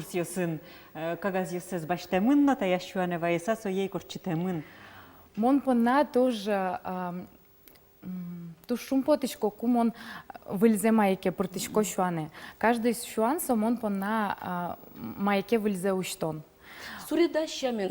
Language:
Udmurt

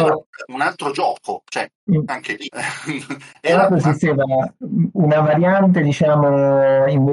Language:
Italian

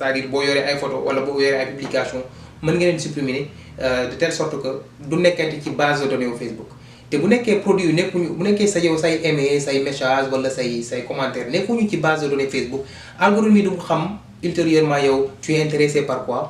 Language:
Wolof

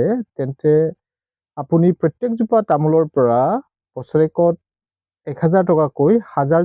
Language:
Assamese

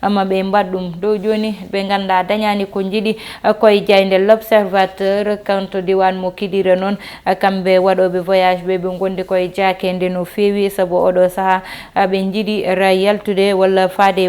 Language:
Fula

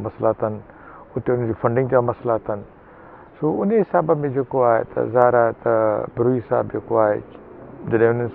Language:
Sindhi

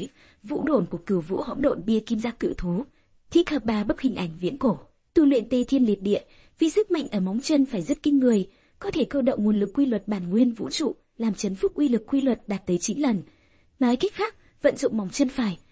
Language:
Vietnamese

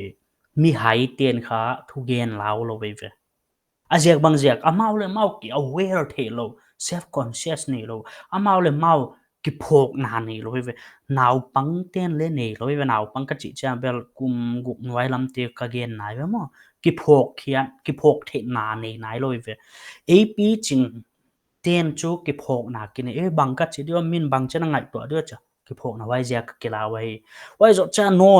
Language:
Paite Chin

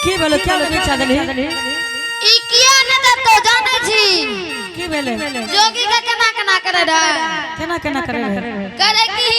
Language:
Angika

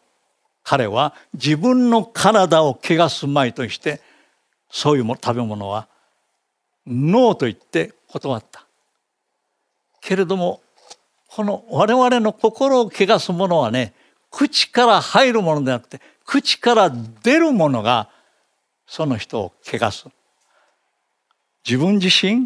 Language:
Japanese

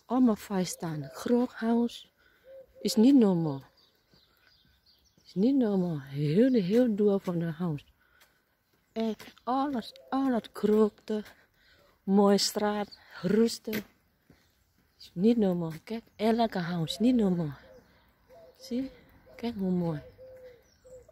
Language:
Dutch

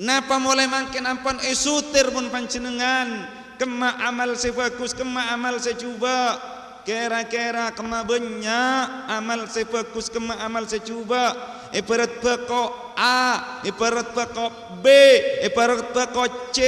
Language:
Madurese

